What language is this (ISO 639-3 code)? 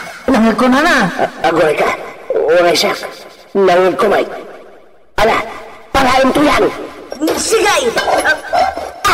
ilo